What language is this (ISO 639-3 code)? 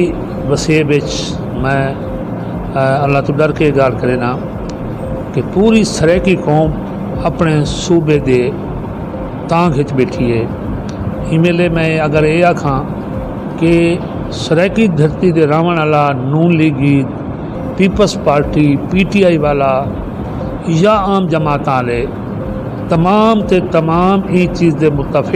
skr